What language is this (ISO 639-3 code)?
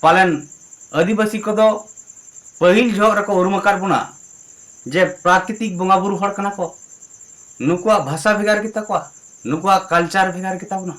sat